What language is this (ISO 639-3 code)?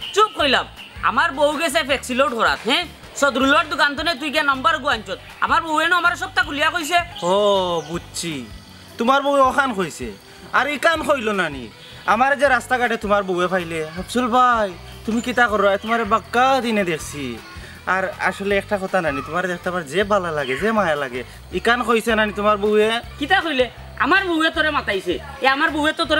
syl